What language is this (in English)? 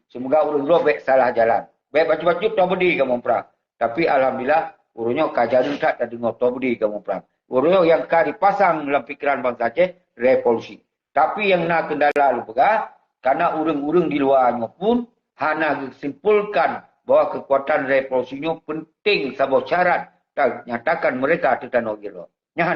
Achinese